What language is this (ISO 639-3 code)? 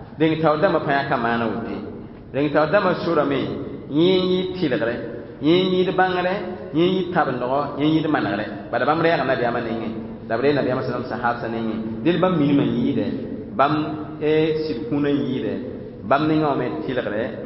mos